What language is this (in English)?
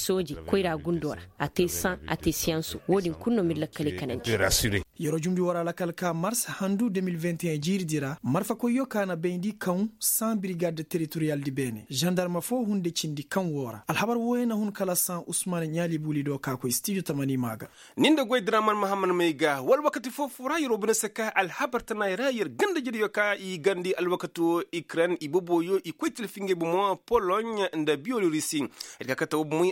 Koyraboro Senni